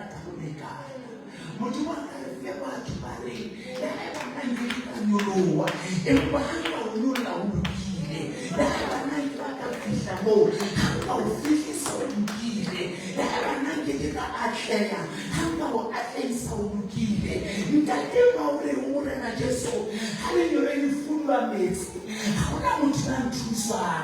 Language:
Southern Sotho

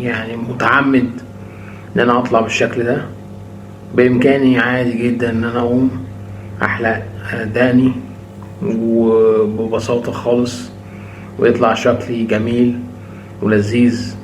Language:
Egyptian Arabic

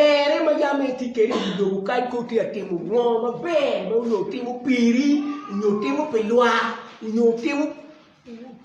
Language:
Acoli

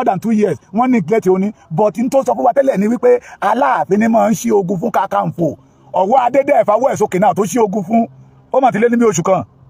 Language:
Yoruba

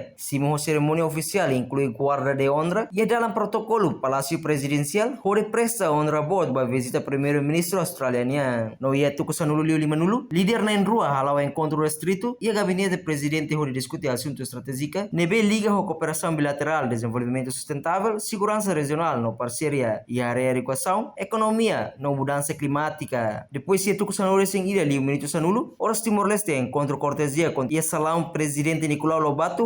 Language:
Tetum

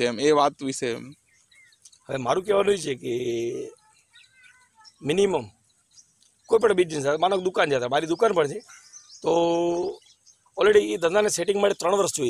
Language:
Gujarati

